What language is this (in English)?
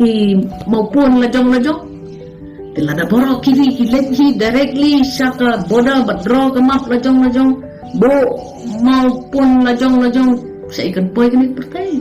Khasi